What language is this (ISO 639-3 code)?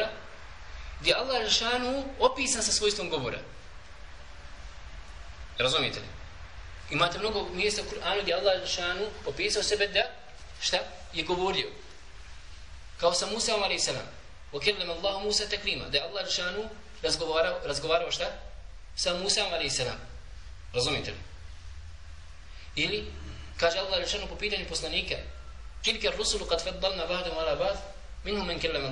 bos